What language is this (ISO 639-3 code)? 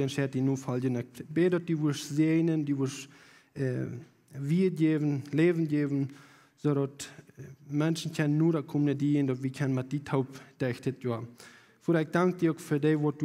pdt